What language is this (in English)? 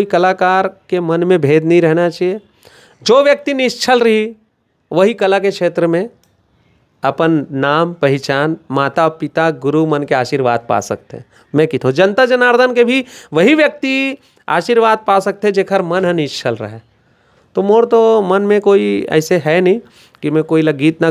Chhattisgarhi